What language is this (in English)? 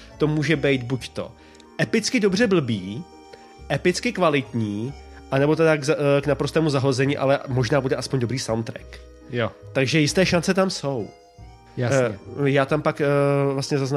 Czech